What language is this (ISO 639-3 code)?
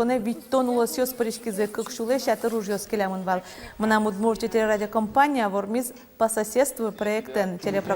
udm